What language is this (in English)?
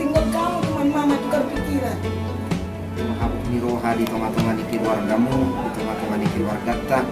Batak Toba